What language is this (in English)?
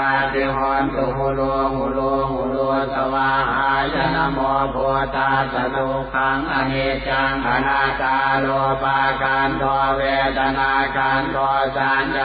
Pali